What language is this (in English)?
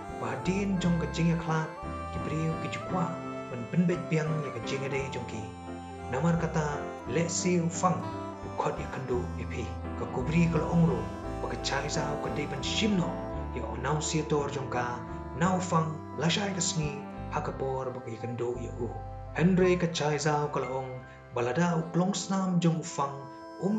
Khasi